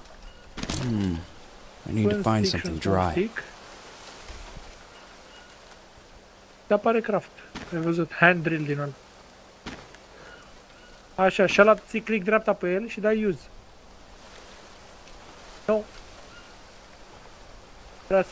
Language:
Romanian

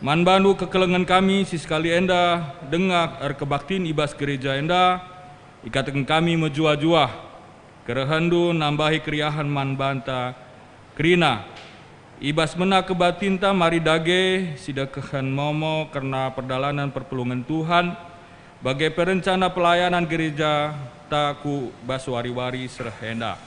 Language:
Batak Karo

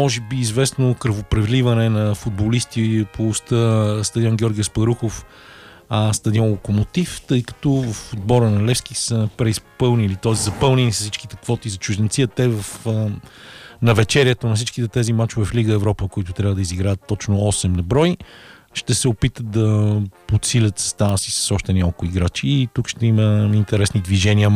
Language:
Bulgarian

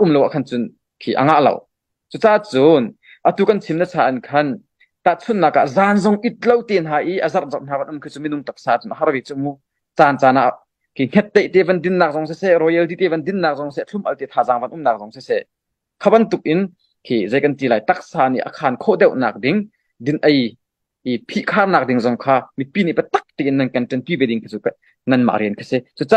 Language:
Hakha Chin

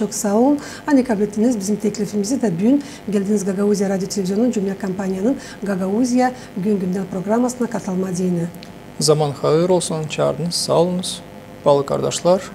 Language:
Gagauz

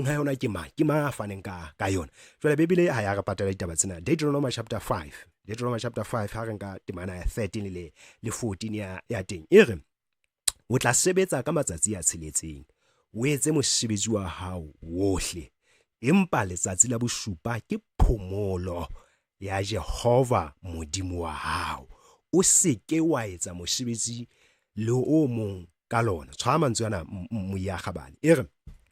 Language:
Southern Sotho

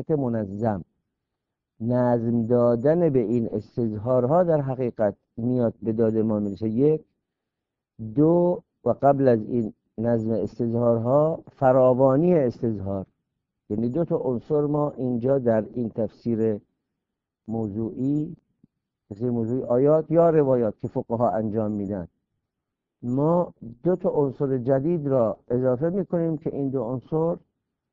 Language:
Persian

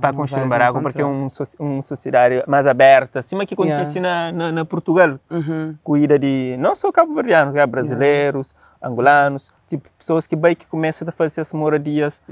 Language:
Kabuverdianu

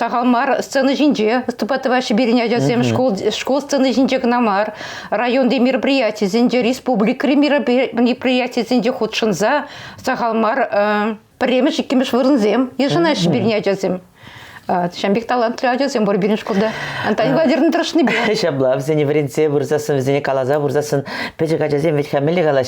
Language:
Chuvash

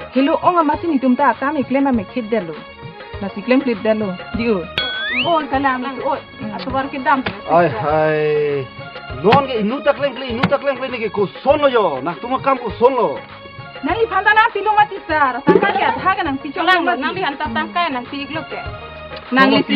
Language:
Karbi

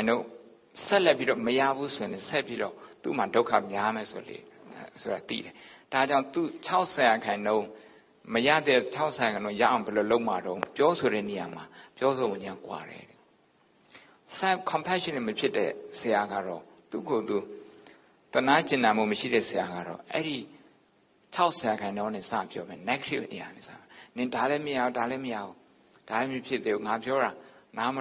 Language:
Burmese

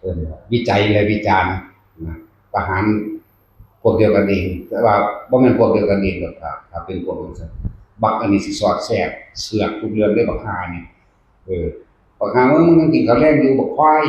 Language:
Northeastern Thai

